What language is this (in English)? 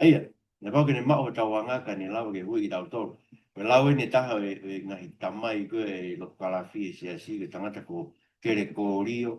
Tongan